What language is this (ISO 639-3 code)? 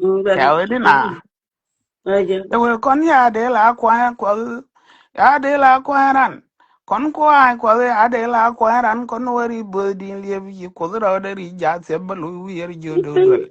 nus